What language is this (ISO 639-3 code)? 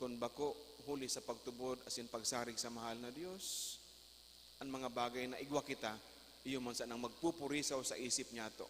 bik